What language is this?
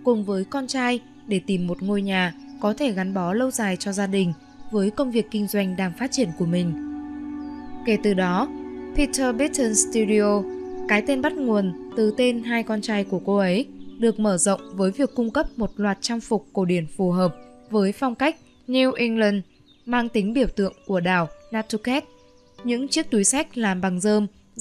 Vietnamese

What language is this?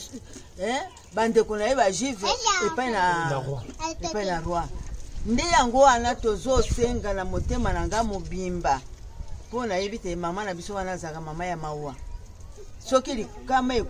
Lingala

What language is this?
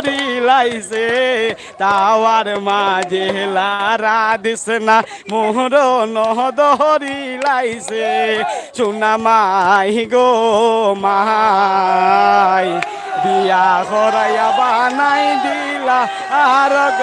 Sylheti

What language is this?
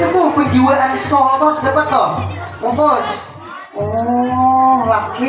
Banjar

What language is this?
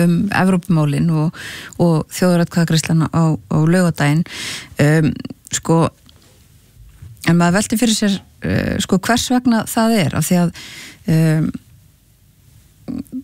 Icelandic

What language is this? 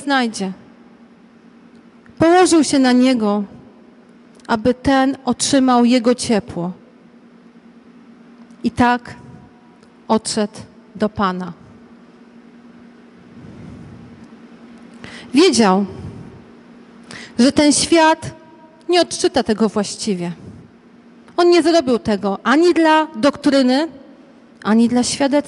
Polish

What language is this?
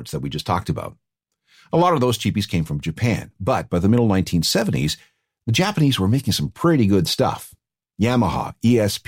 English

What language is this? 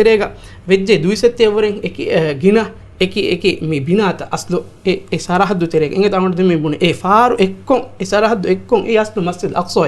Divehi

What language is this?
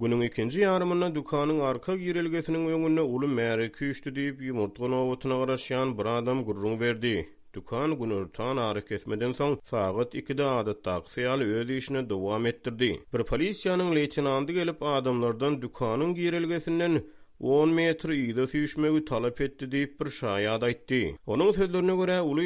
Turkmen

